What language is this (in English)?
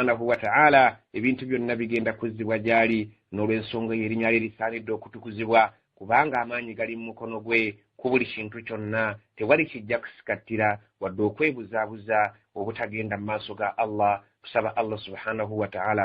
Ganda